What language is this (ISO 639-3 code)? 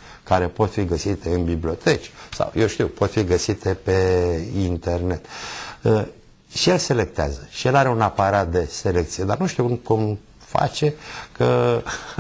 ron